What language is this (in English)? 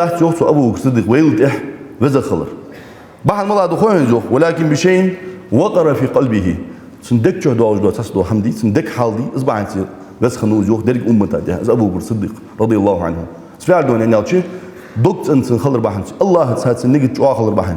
Ingush